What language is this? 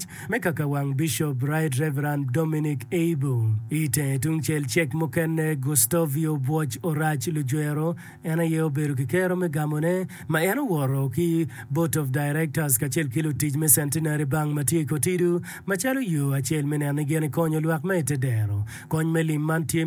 Acoli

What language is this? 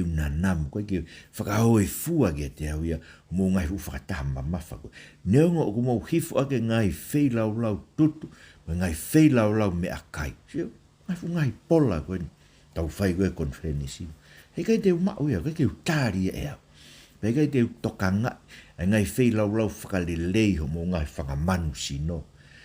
Tongan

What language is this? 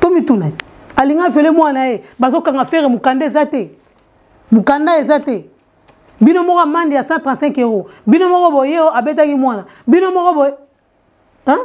Lingala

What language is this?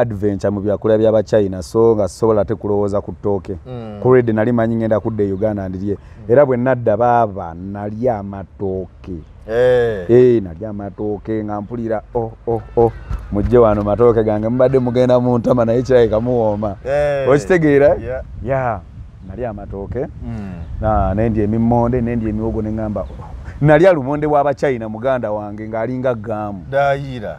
Ganda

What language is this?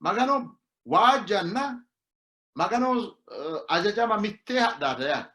Sidamo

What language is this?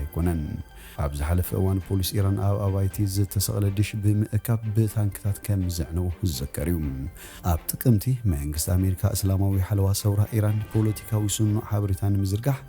Tigrinya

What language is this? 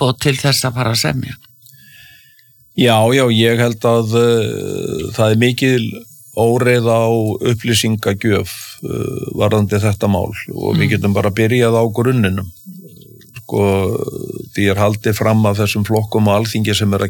Icelandic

